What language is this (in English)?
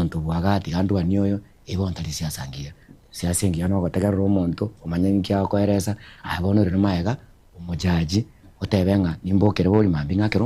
Gusii